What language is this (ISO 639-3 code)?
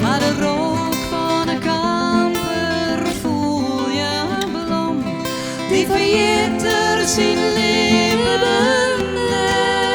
fry